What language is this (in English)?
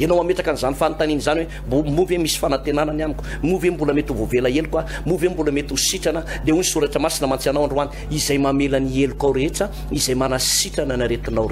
Malagasy